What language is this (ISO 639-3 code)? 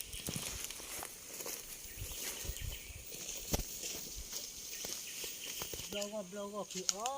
ksw